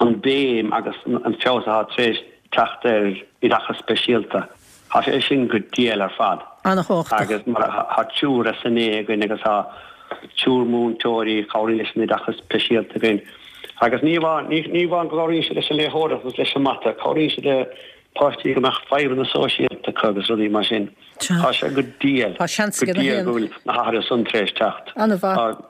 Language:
Irish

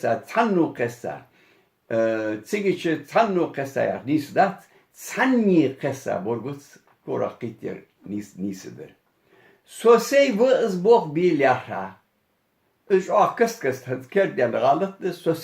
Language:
Ingush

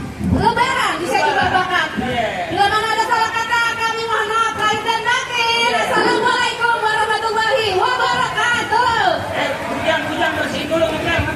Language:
Betawi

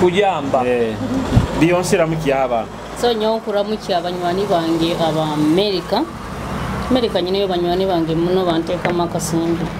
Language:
Nyoro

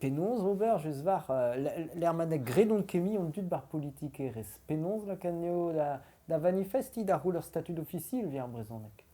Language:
Breton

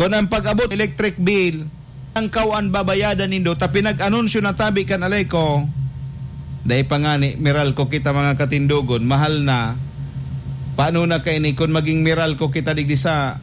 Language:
Bikol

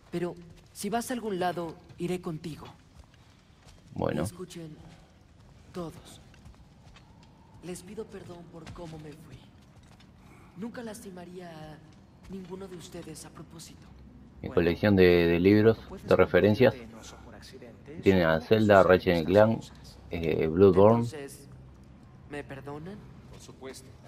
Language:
Spanish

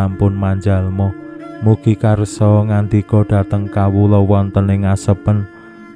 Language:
Javanese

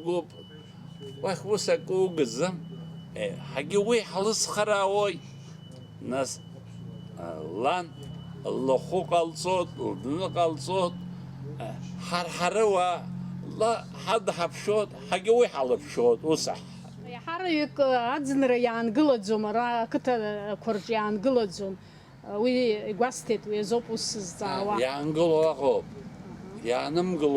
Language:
Abkhazian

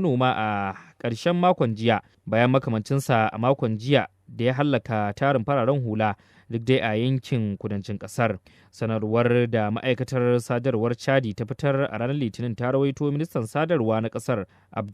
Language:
Hausa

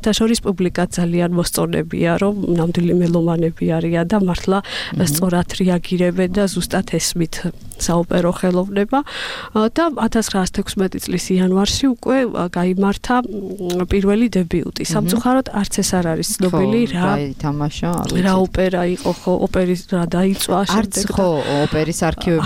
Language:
Georgian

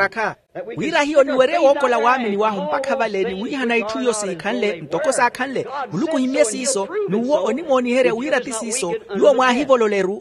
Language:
Makhuwa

